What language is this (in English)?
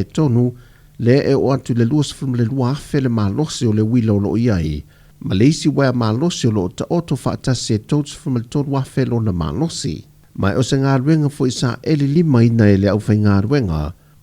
Samoan